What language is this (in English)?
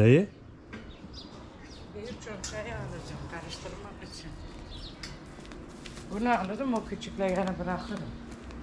Turkish